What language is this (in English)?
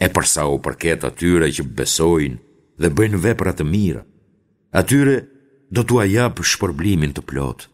Albanian